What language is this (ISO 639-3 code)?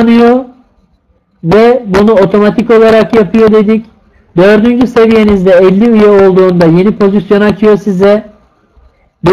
tur